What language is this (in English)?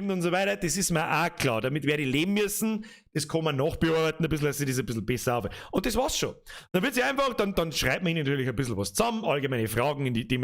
Bavarian